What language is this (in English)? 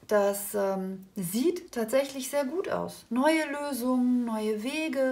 German